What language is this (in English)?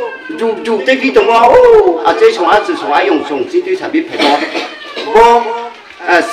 Riang (India)